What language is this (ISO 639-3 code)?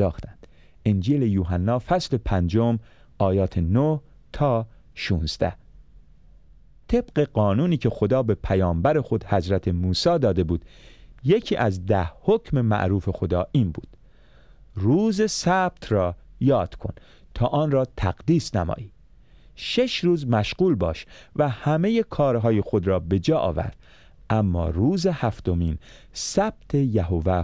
fas